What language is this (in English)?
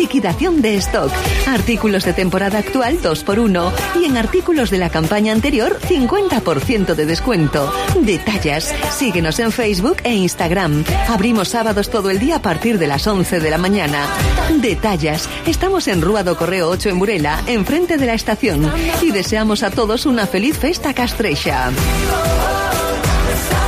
Spanish